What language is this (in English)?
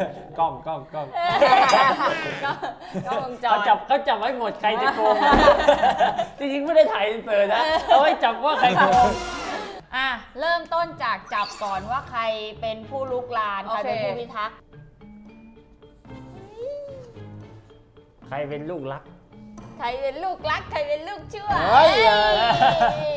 Thai